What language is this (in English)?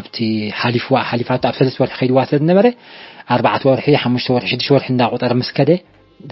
Tigrinya